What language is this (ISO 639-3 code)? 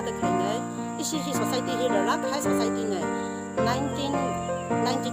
nmf